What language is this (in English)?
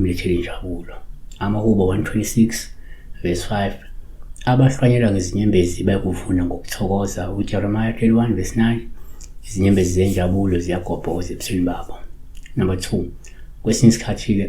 Zulu